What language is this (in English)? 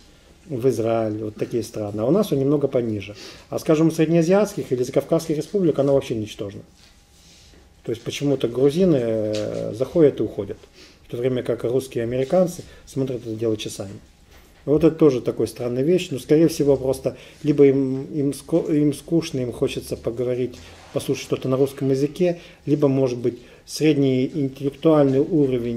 Russian